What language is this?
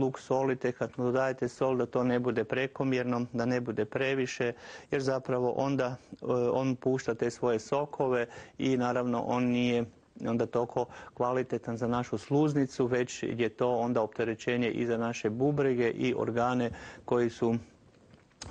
Croatian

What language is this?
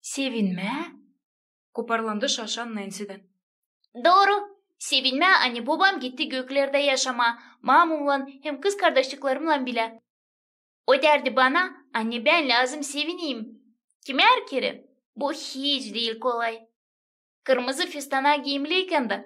Gagauz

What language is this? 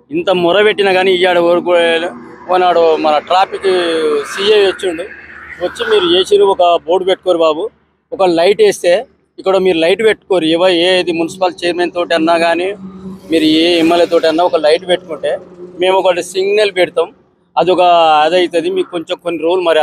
Telugu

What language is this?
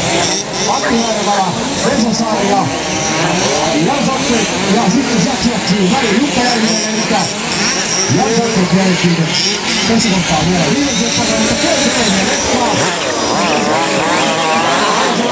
Finnish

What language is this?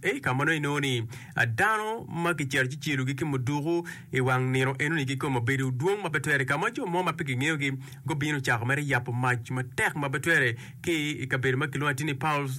Acoli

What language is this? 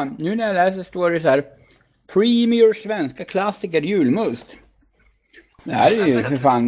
Swedish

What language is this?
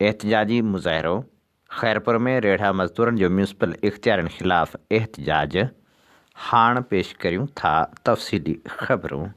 Sindhi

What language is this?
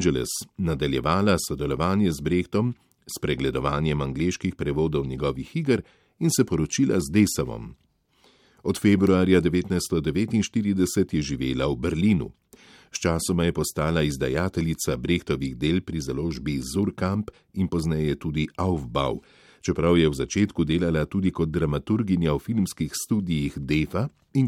Slovenian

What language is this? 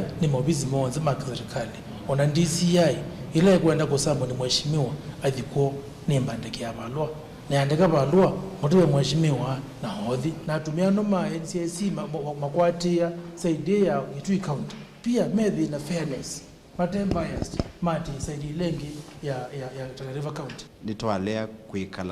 Kamba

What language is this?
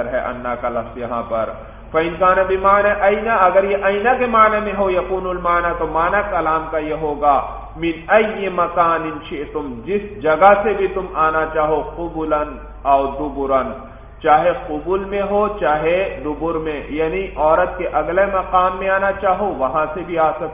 Urdu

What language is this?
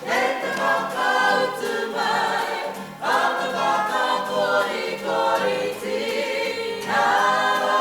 Māori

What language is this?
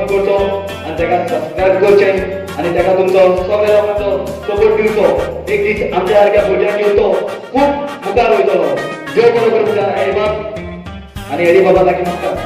Konkani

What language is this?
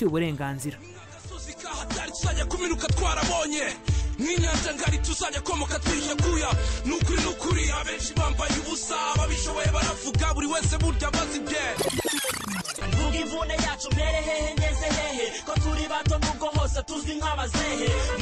Kinyarwanda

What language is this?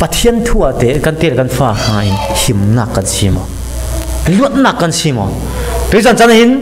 Falam Chin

